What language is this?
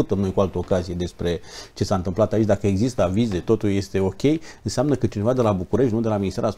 Romanian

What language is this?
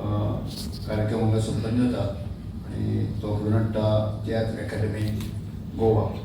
Konkani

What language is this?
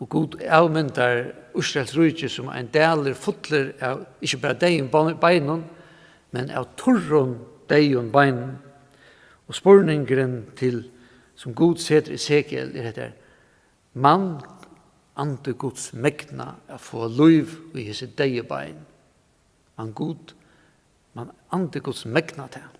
Faroese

